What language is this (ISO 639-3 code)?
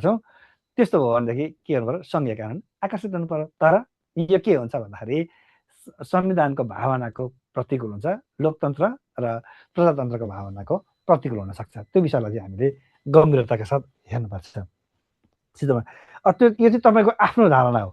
nep